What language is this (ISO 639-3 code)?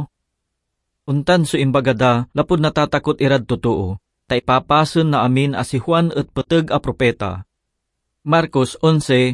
pag